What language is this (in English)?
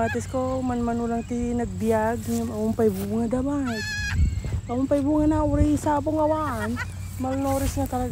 Iloko